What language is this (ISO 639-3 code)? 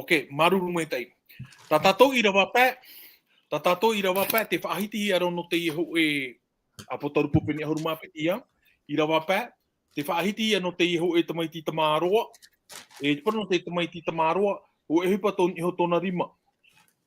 tah